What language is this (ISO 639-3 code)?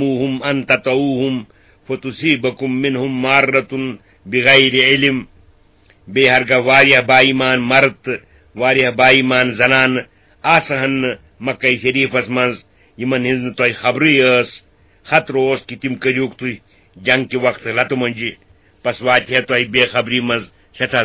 kas